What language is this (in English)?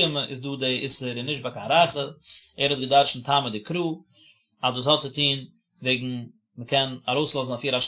Yiddish